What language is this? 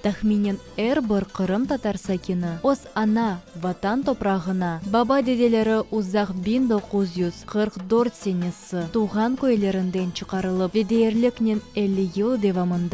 Crimean Tatar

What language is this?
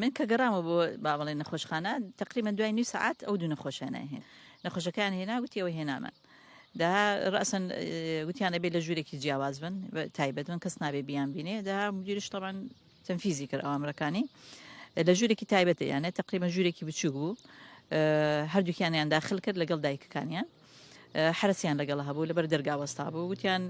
Central Kurdish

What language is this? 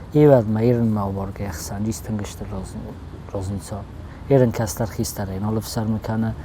Ossetic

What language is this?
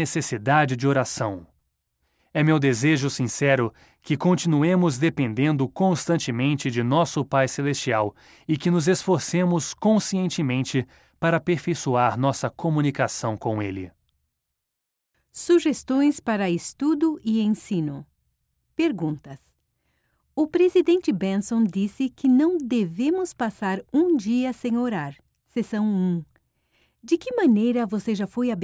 Portuguese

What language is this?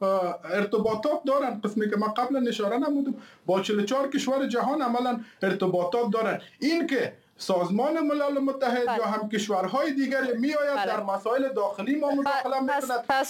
Persian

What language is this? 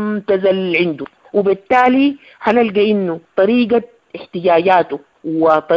Sudanese Arabic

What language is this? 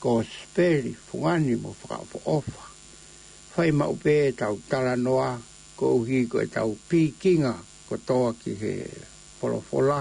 Tongan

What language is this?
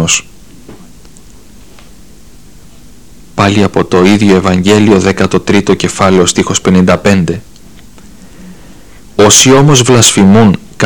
Greek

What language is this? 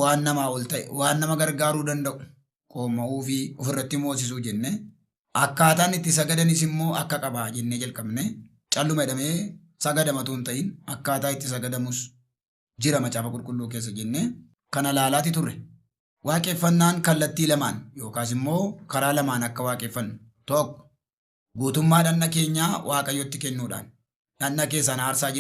Oromo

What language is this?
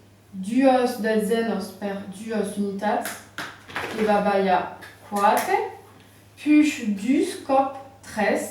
Occitan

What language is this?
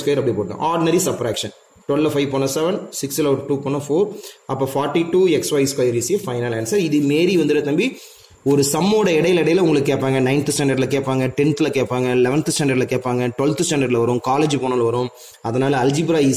Tamil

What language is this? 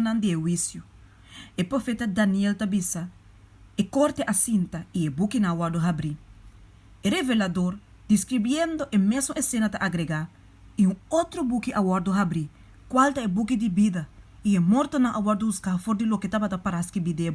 Papiamento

